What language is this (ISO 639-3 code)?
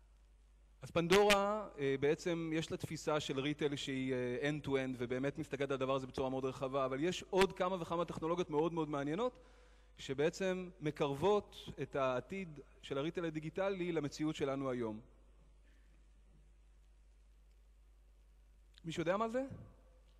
heb